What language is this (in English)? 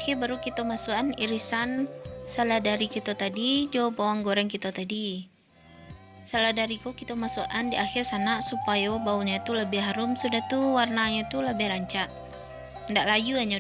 Minangkabau